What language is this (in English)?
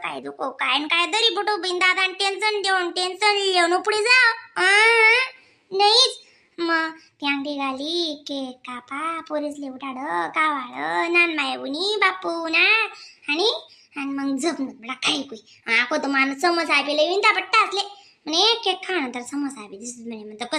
Khandesi